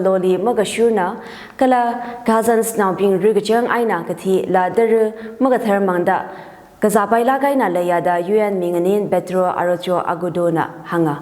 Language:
Tangkhul Naga (India)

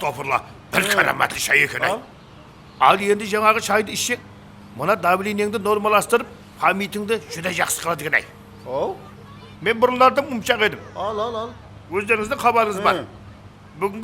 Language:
Kara-Kalpak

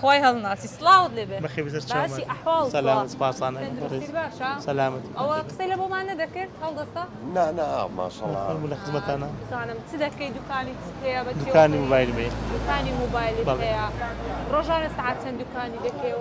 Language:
Central Kurdish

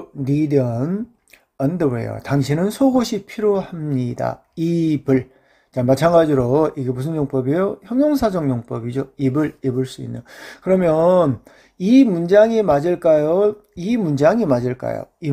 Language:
Korean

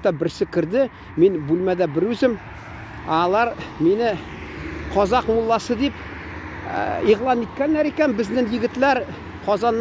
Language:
Tatar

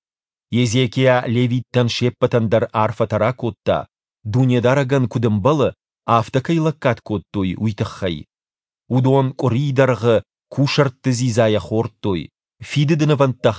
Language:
Ossetic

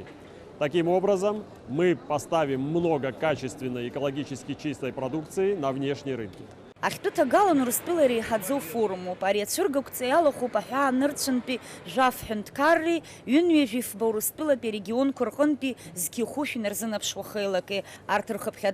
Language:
Abkhazian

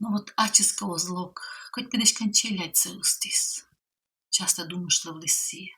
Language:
Komi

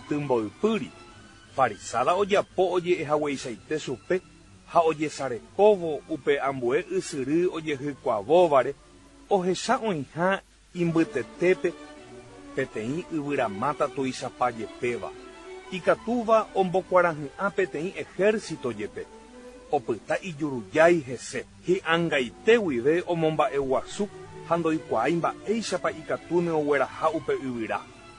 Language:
Guarani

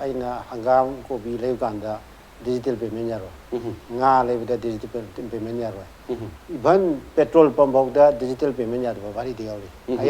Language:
Manipuri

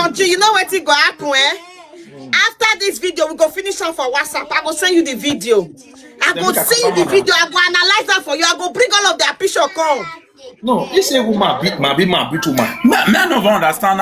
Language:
Nigerian Pidgin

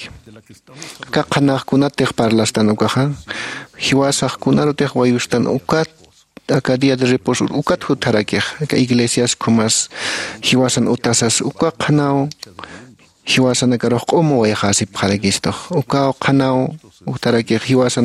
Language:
Aymara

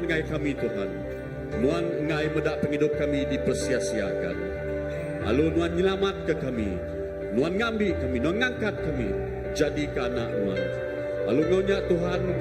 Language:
Iban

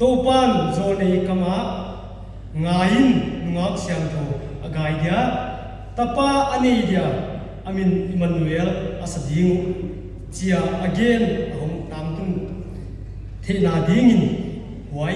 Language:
Paite Chin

